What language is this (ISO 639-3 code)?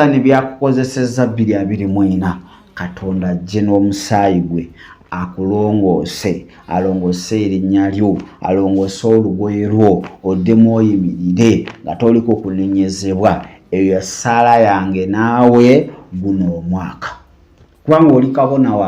lug